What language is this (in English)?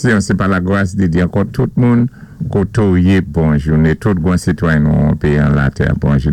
Saint Lucian Creole French